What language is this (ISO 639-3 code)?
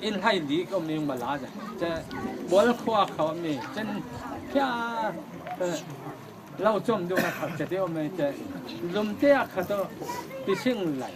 cfm